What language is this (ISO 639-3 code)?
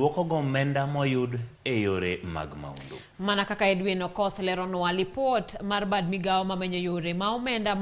luo